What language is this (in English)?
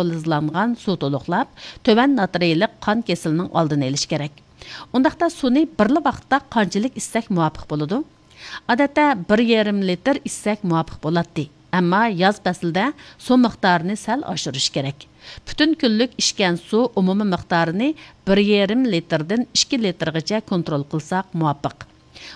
Uyghur